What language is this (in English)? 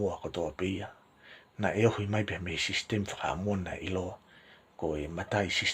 Tongan